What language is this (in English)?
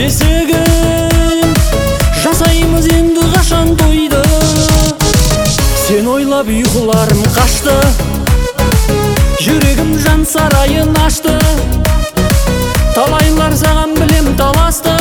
Kazakh